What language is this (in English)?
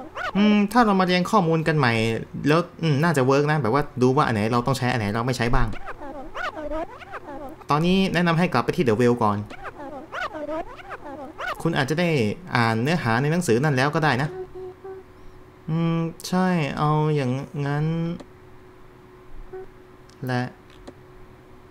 Thai